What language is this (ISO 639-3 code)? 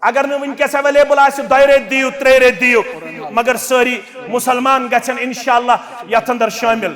kas